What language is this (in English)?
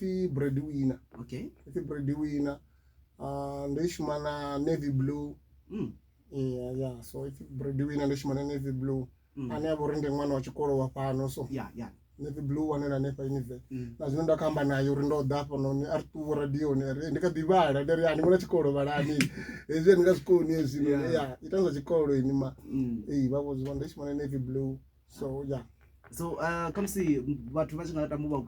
Venda